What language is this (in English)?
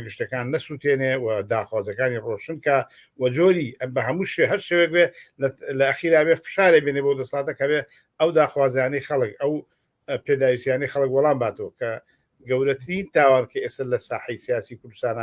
Central Kurdish